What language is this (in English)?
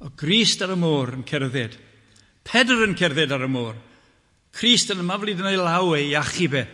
Welsh